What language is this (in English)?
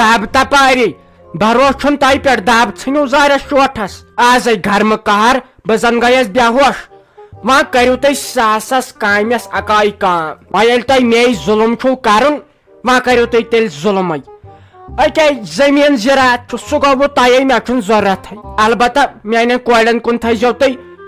Kashmiri